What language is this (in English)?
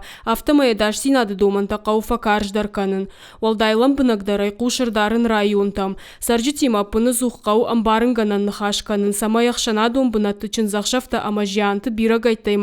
Ossetic